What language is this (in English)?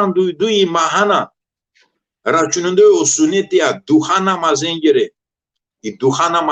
Balkan Romani